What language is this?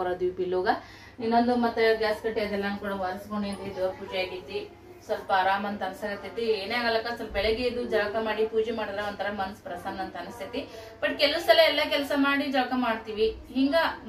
Kannada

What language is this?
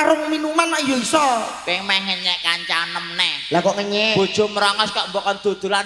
Javanese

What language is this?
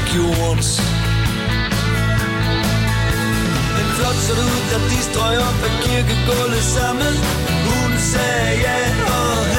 Danish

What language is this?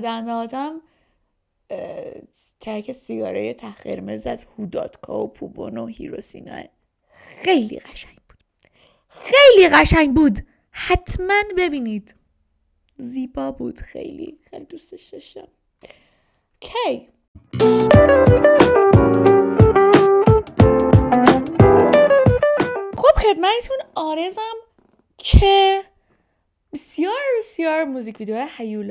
Persian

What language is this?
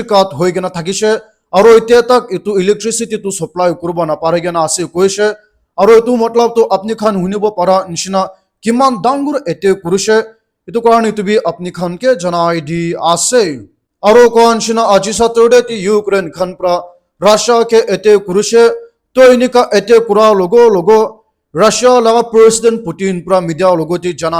Naga Pidgin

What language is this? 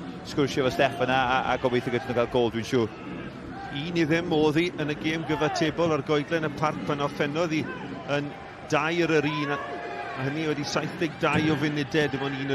Welsh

